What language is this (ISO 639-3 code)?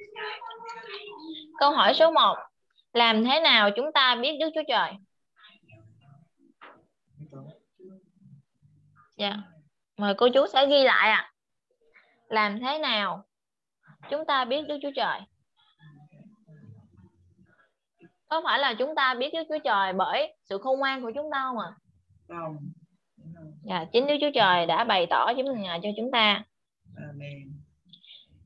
vie